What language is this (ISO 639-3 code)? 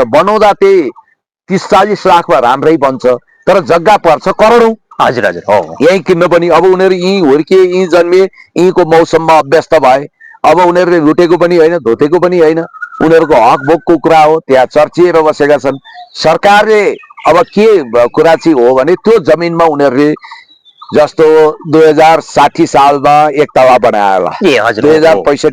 nep